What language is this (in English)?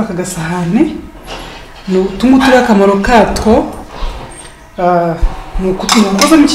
Kinyarwanda